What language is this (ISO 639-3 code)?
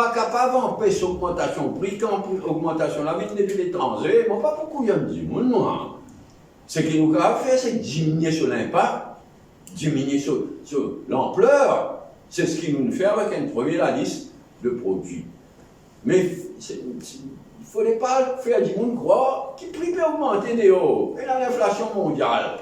mfe